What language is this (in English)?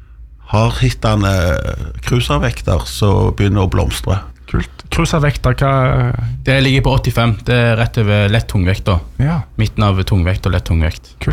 Norwegian